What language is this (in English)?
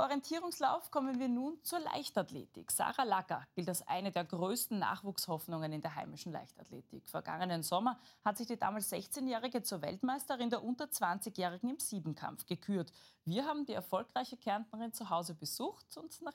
German